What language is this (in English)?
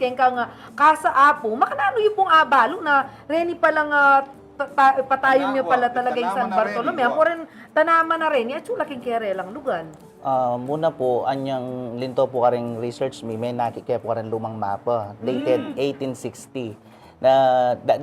Pampanga